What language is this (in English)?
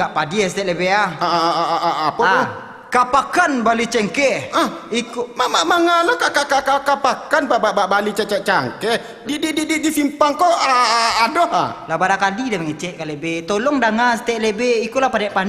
Minangkabau